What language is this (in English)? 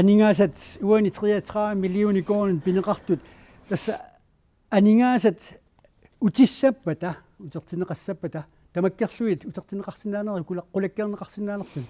Kalaallisut